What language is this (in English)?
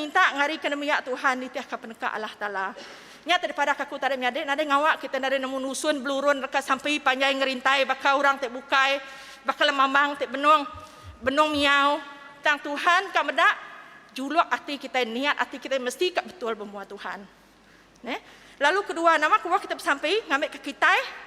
Iban